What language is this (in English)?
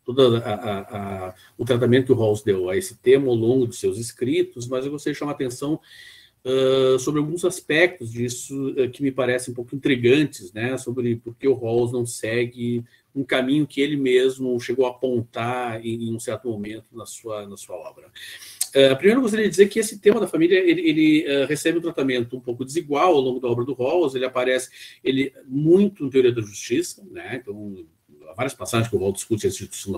Portuguese